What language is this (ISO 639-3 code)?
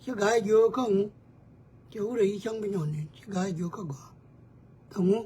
nus